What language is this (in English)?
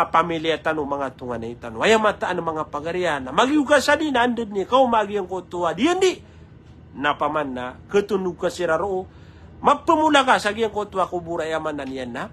Maranao